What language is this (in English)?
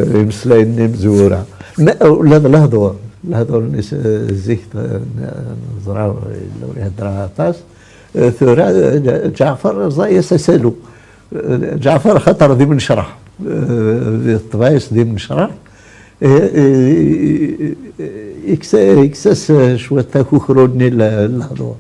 Kabyle